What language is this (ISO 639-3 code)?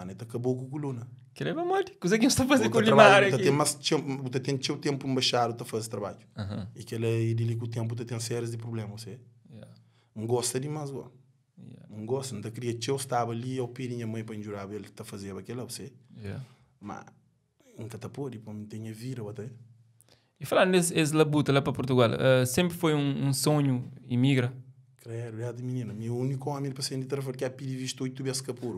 kea